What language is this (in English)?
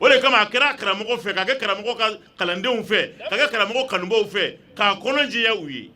Bambara